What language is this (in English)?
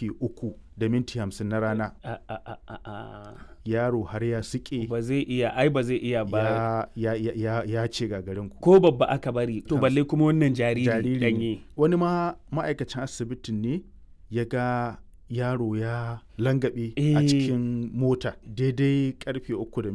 Hausa